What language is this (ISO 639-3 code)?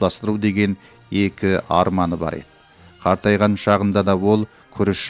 kaz